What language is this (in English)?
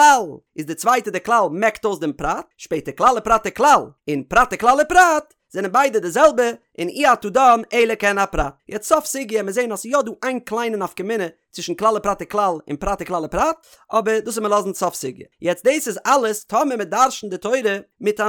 Yiddish